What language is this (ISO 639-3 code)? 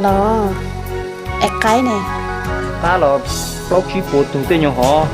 hmn